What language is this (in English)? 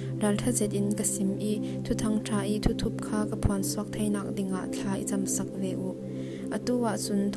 Falam Chin